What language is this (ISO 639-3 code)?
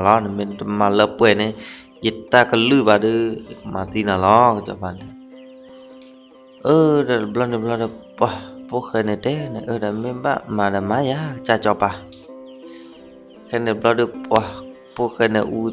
ksw